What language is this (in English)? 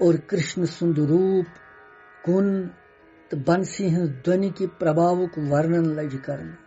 Kashmiri